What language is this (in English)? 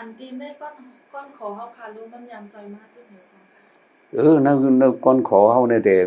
Shan